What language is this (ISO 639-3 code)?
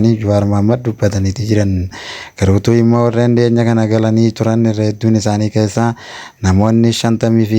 orm